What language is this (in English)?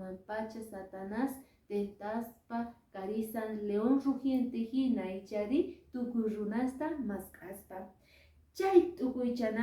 Quechua